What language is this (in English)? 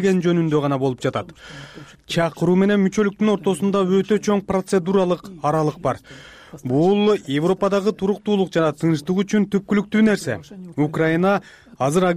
Kyrgyz